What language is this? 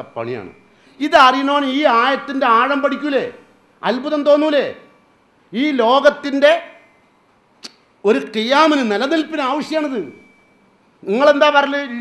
Malayalam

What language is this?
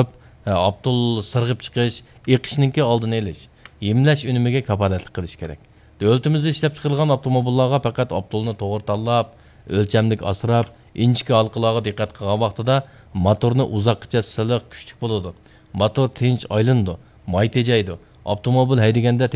Uyghur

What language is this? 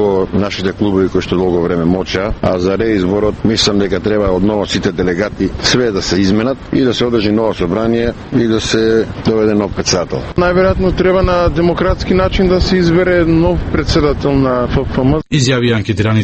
Macedonian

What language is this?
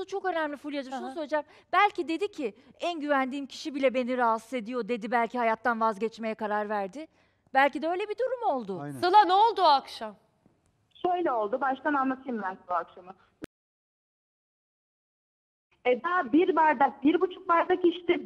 Turkish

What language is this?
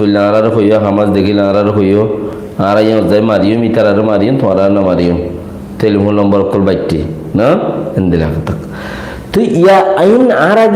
Rohingya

